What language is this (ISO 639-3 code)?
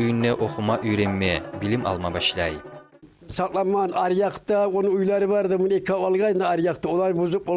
kum